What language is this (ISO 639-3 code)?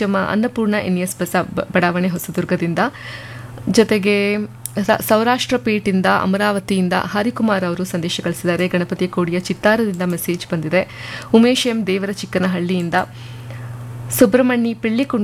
kan